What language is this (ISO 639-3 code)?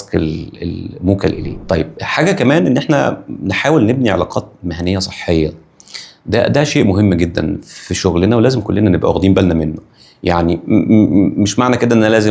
arz